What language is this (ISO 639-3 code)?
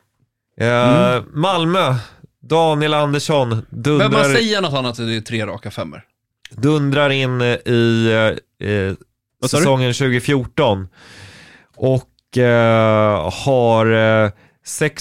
swe